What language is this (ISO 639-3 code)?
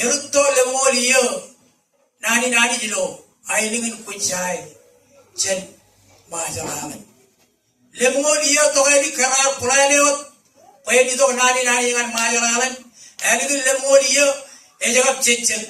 mah